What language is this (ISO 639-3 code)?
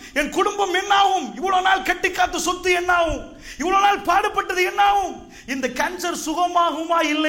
tam